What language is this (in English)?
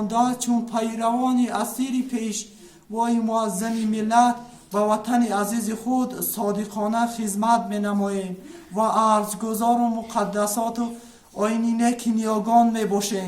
Tajik